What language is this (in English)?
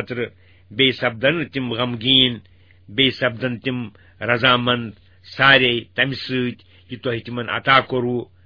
Kashmiri